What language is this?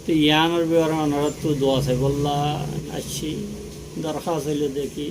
Rohingya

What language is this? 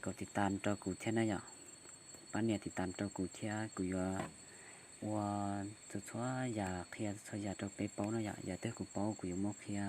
Hmong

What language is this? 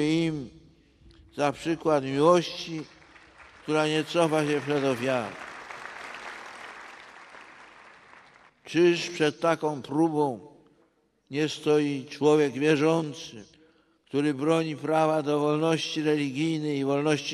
Polish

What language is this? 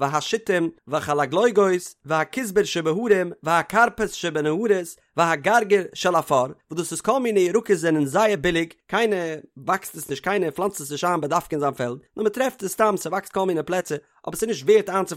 Yiddish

